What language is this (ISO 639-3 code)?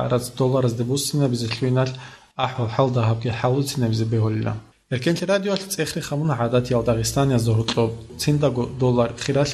ava